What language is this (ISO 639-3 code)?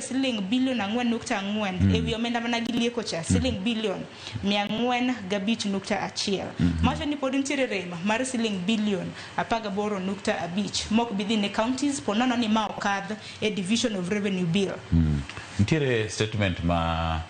luo